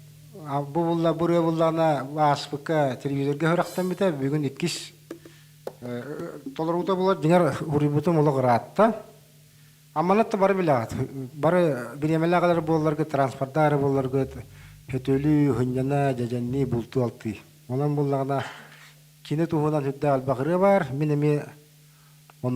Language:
Yakut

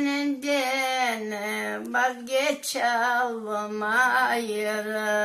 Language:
Crimean Tatar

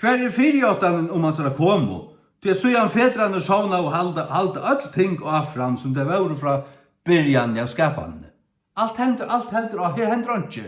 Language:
Faroese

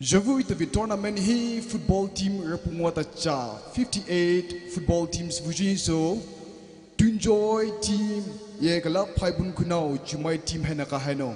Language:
Poumei Naga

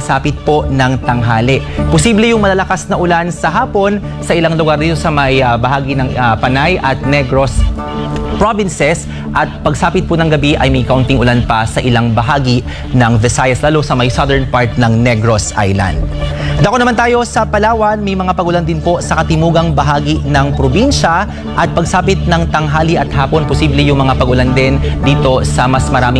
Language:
Filipino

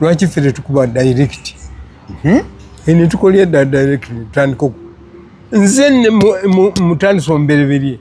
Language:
Ganda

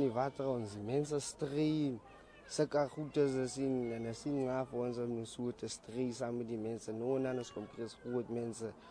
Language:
Afrikaans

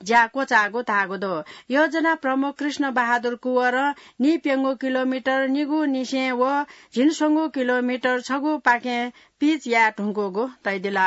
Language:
Newari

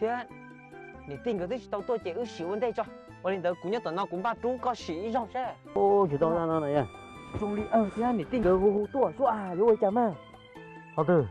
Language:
Hmong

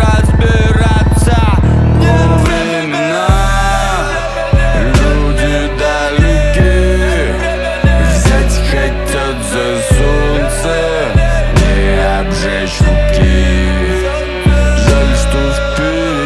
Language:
Russian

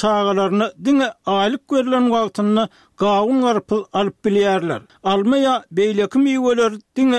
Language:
Turkmen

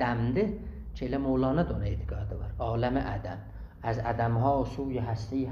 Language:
South Azerbaijani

